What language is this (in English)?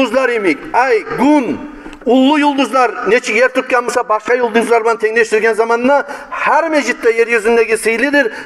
Kumyk